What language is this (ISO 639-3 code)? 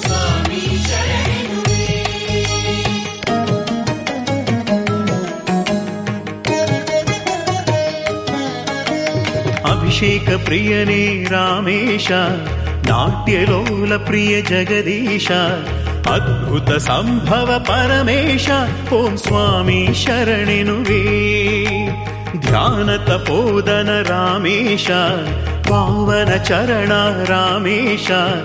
kan